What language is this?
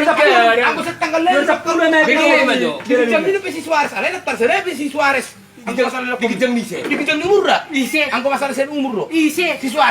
Batak Toba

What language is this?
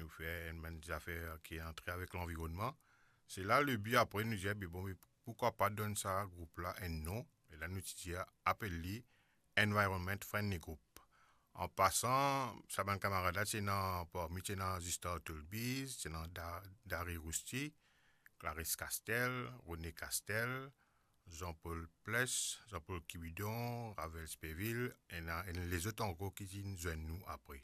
Morisyen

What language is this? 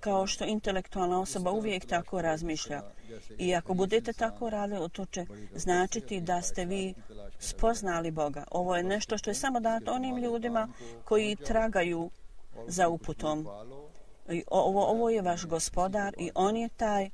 Bosnian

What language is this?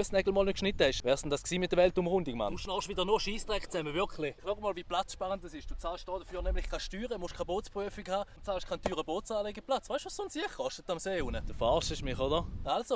Swiss German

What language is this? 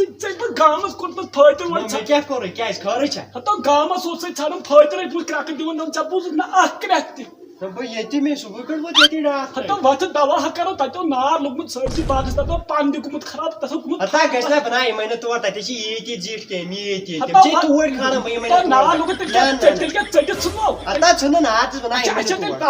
Kashmiri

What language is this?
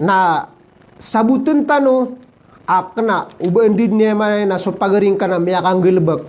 Maranao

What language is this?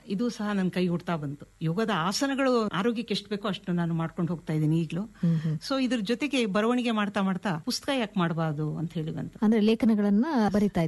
Kannada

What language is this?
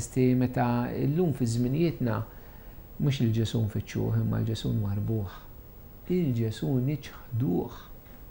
Maltese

